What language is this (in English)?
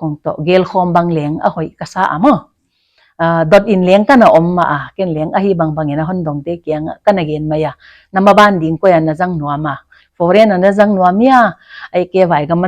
Paite Chin